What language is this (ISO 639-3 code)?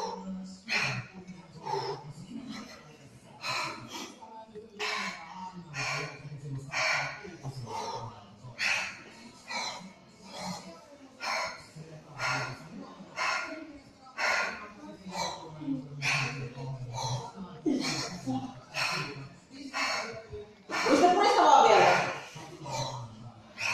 fin